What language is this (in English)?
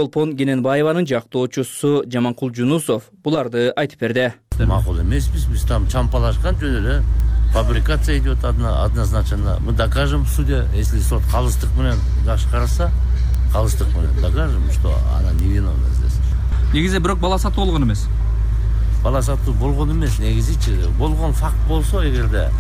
Kyrgyz